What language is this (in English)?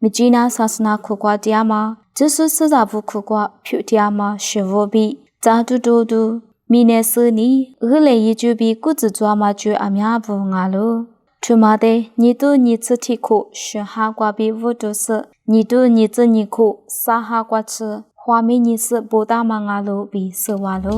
Lisu